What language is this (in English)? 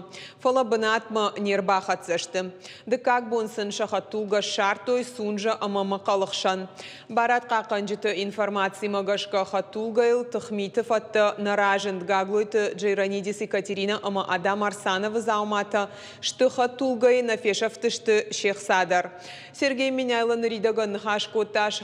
Ossetic